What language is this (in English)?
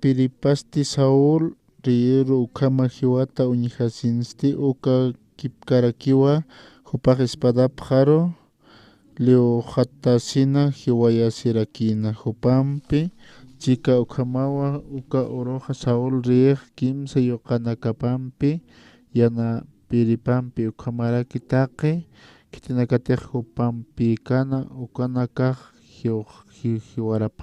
Aymara